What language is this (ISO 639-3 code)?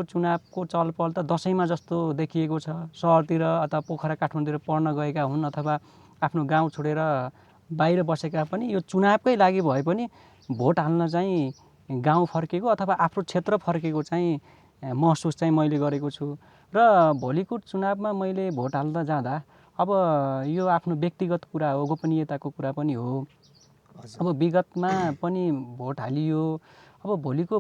nep